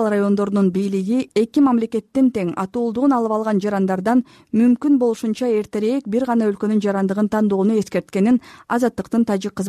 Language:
Kyrgyz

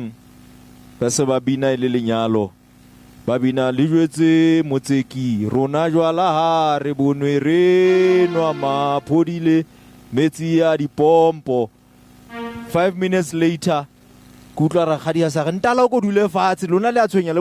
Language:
Southern Sotho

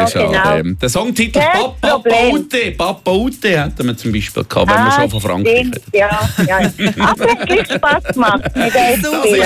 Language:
German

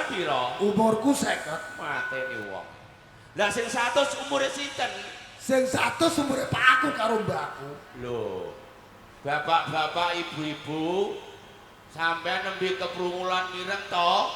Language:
Javanese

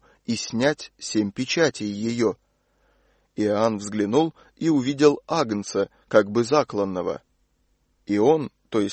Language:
Russian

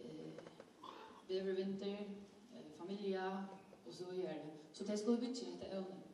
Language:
Faroese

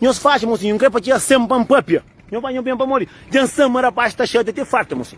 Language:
Kabuverdianu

